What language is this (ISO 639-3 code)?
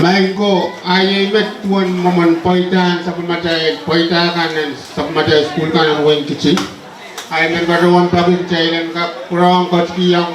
pon